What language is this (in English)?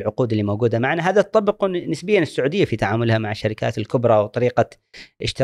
Gulf Arabic